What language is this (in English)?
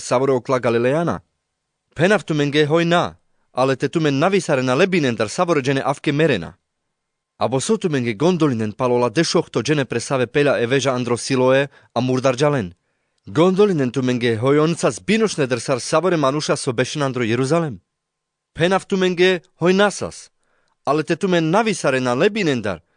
Carpathian Romani